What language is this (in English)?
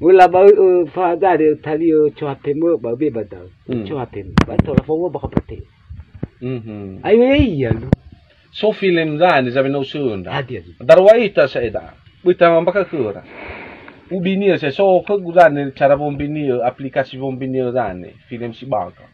Nias